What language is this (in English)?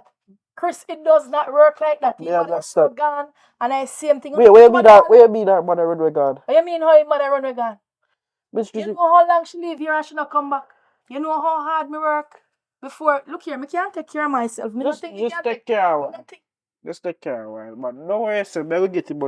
Jamaican Creole English